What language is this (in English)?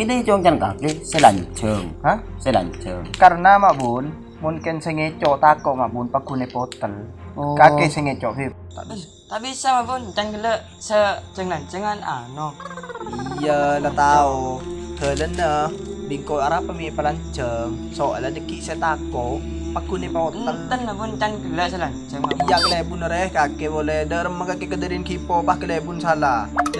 Madurese